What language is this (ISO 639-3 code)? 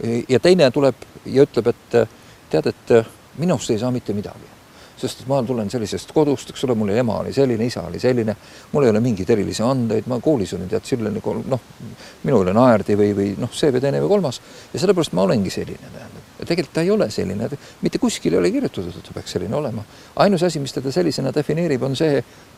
est